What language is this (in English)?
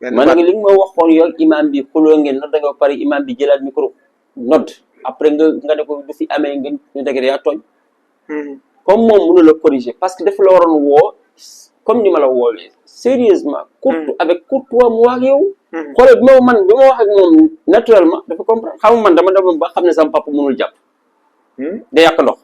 Wolof